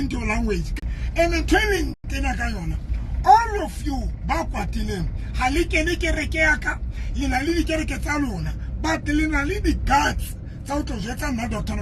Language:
Southern Sotho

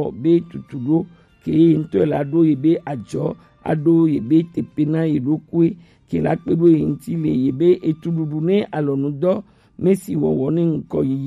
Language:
Gen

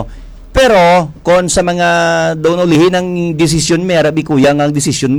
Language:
Hiligaynon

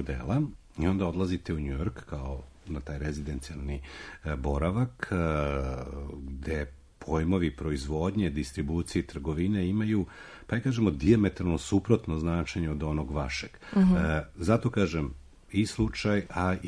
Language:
Serbian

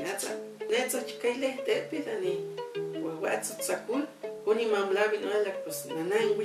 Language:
Huastec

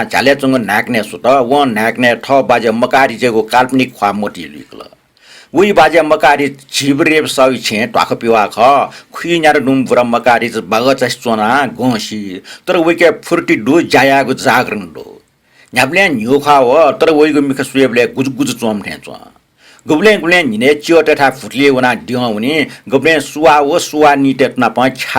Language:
Newari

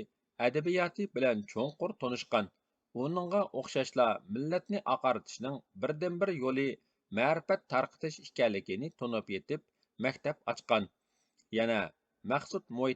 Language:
Uyghur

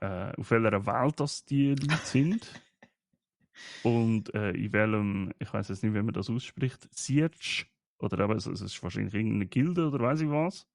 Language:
Swiss German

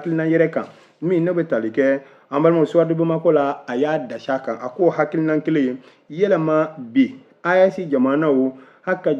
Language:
Bambara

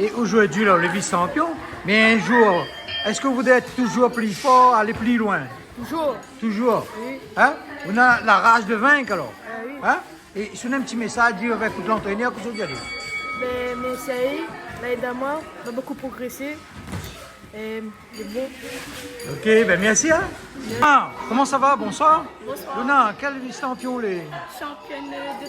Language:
Réunion Creole French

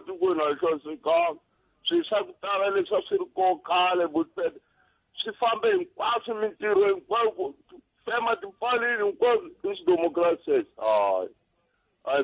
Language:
Tsonga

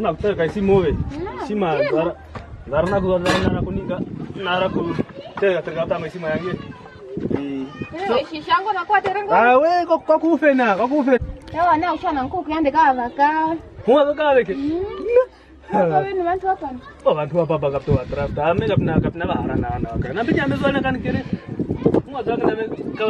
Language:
Kwangali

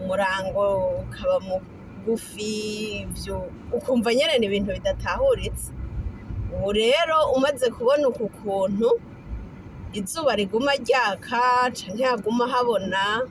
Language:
Rundi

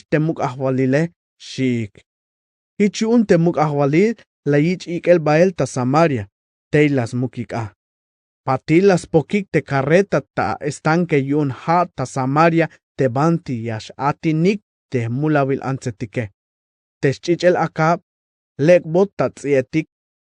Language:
Tzeltal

